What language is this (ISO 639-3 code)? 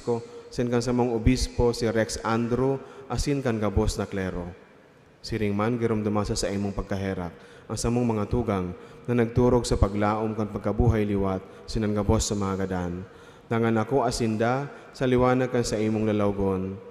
bik